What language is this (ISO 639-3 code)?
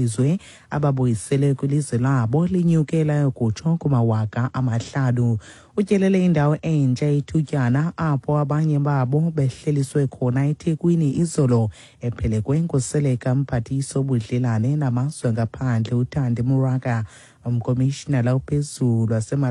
xho